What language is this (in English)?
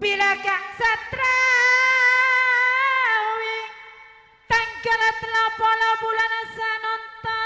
Madurese